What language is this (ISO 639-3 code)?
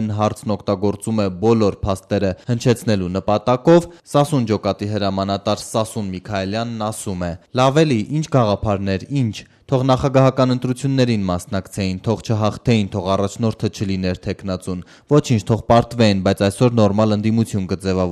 hye